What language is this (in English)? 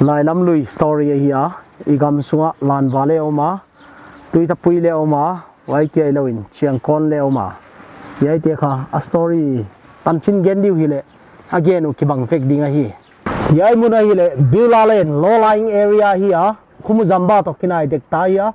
Paite Chin